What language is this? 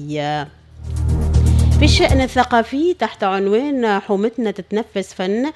Tunisian Arabic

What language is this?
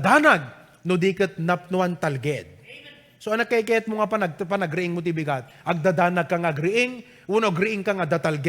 Iloko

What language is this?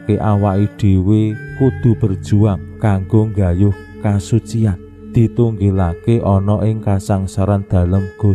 Javanese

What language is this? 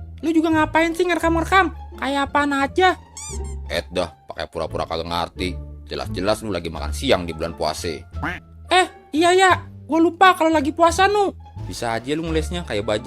Betawi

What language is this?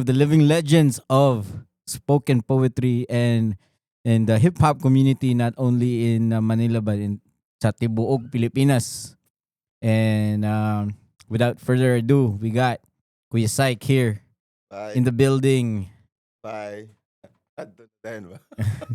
Cebuano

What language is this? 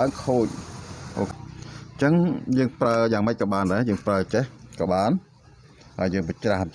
Khmer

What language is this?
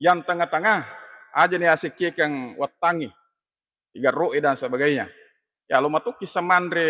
Buginese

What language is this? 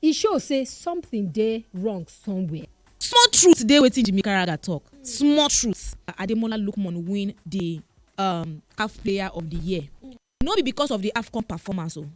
Nigerian Pidgin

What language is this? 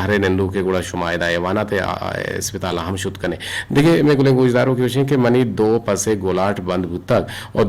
Eastern Balochi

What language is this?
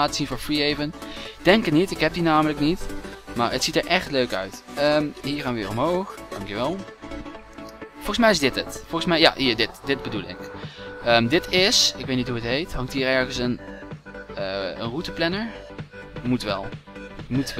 Dutch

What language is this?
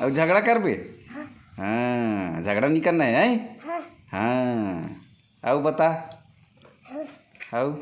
Chhattisgarhi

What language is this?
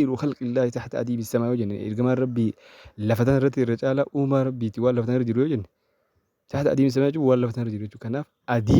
Oromo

